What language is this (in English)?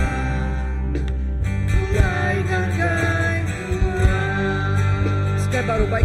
Iban